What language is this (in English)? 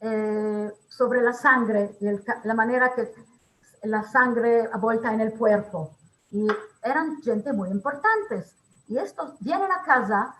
Ladino